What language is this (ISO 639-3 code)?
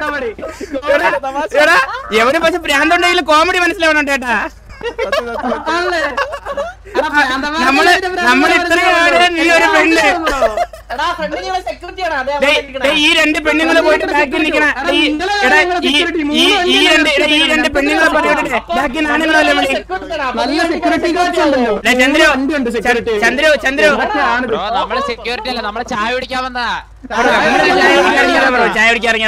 mal